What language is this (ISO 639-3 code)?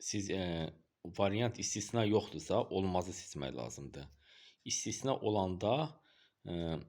aze